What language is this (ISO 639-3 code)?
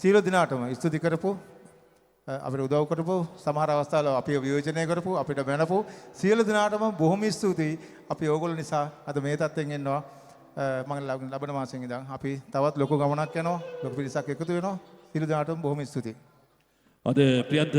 sin